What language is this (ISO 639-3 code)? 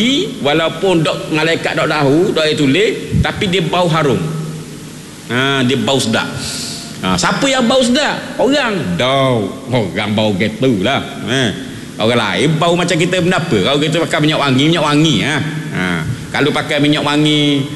msa